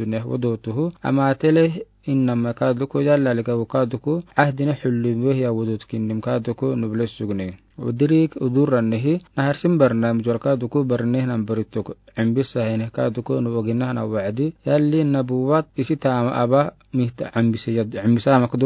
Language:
Afar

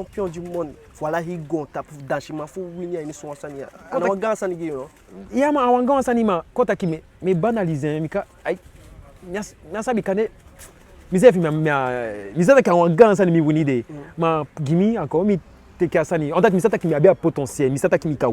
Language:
Eastern Maroon Creole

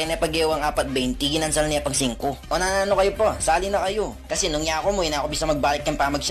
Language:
Pampanga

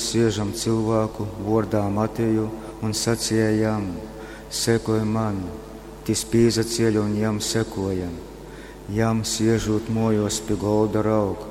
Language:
Latgalian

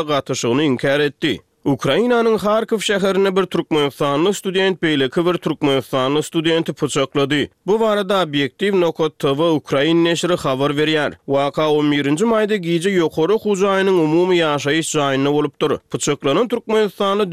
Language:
Turkmen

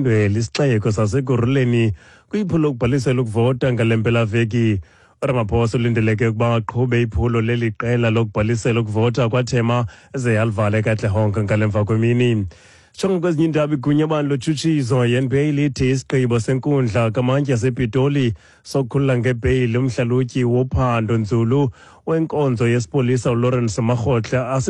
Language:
Xhosa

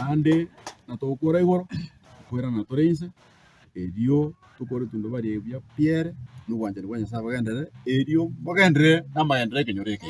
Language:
Gusii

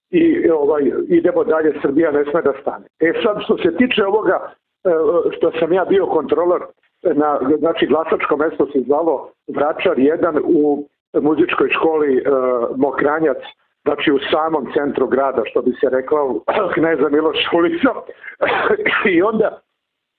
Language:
Serbian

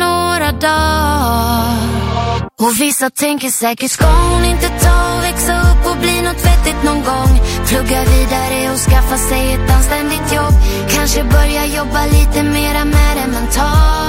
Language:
Swedish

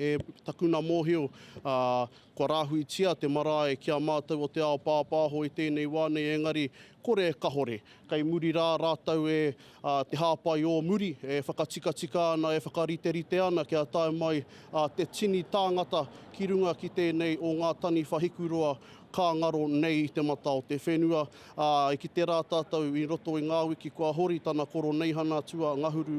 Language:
Māori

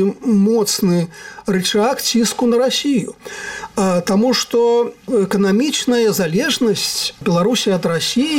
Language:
Belarusian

